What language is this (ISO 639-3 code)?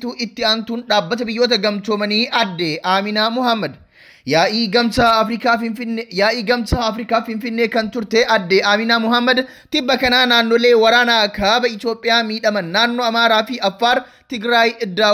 orm